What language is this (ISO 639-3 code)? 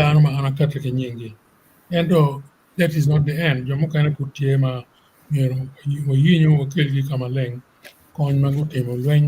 ach